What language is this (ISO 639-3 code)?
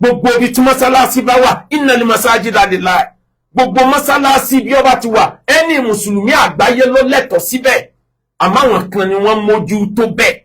yor